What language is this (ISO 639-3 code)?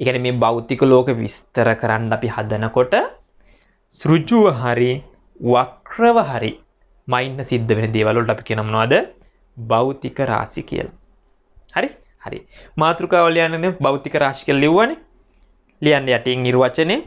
sin